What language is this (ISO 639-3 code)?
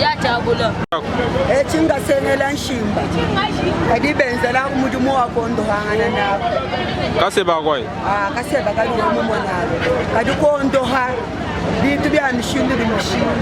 lua